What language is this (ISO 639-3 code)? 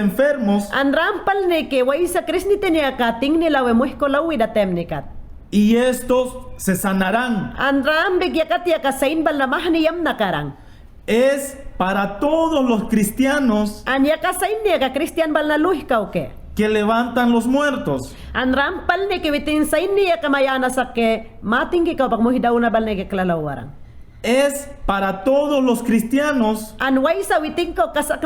yan